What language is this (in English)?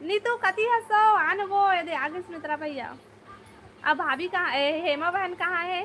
Chhattisgarhi